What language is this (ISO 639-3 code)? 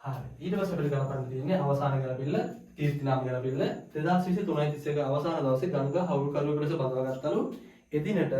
sin